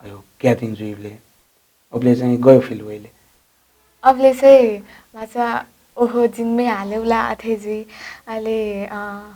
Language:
Newari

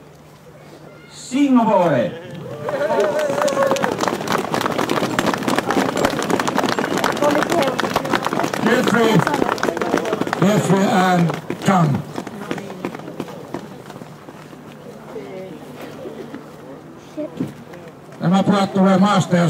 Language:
Finnish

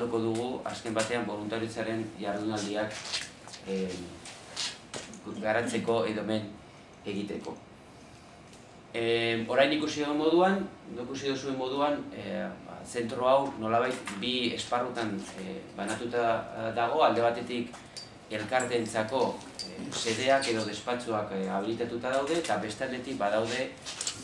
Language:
Basque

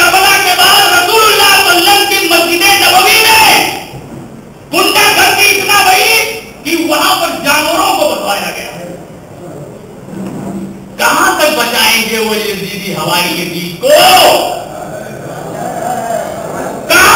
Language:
Urdu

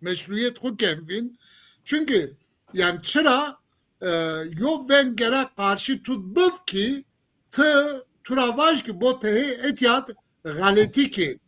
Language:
Zaza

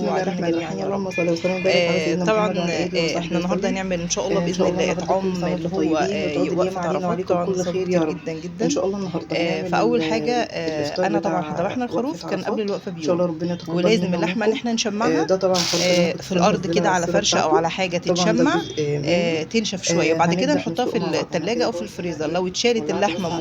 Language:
Egyptian Arabic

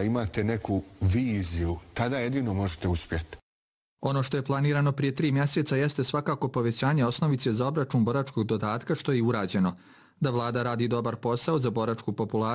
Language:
Bosnian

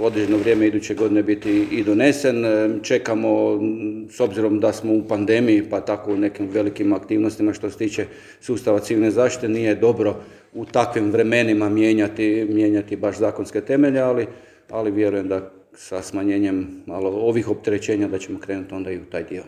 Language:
Croatian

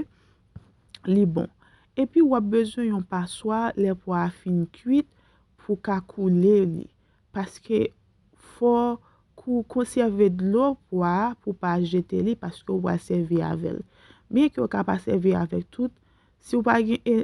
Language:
Haitian Creole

